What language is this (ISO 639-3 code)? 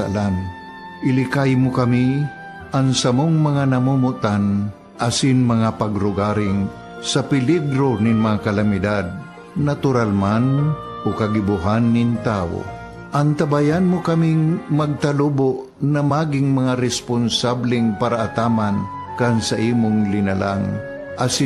bik